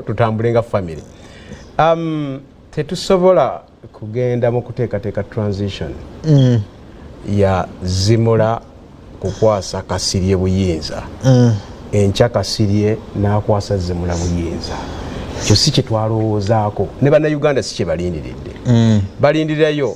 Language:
Ganda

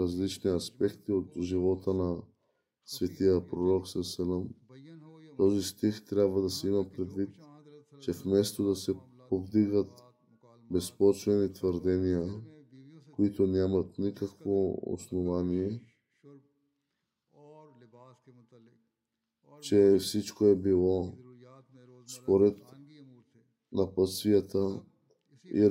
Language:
Bulgarian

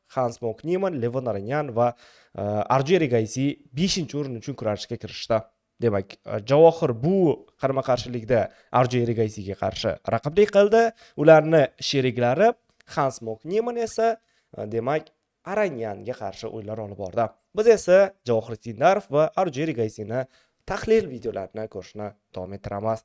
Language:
Uzbek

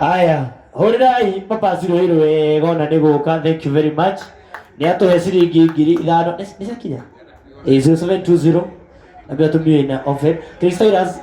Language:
Kikuyu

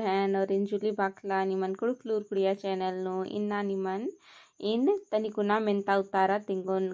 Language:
Kurukh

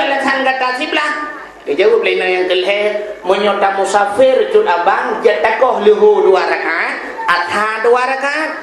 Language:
Achinese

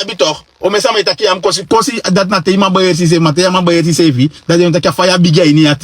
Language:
Sranan Tongo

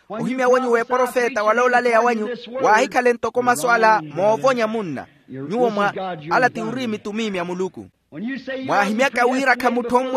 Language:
Makhuwa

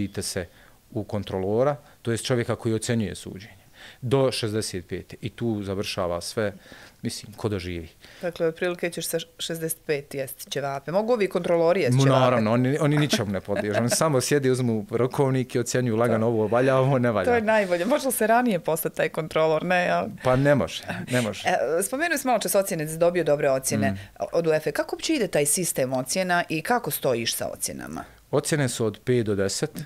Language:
Bosnian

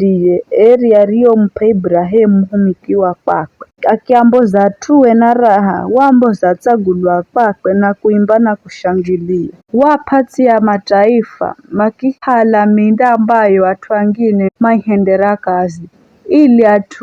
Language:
Giryama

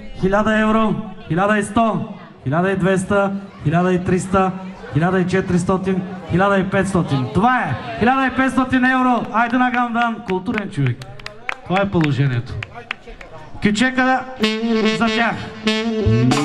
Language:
Bulgarian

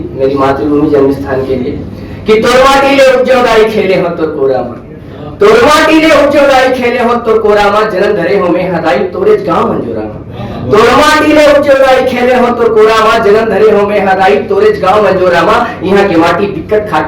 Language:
Chhattisgarhi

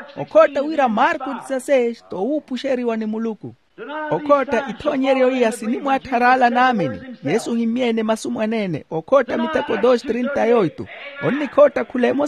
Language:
Makhuwa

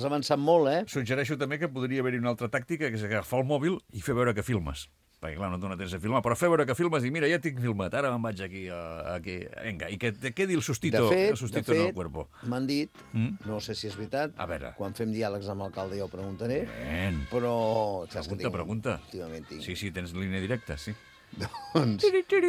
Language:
Catalan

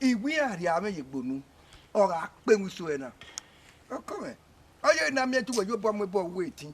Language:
Bini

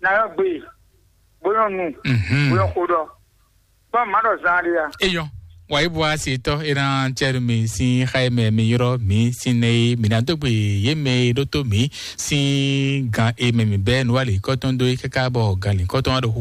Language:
Fon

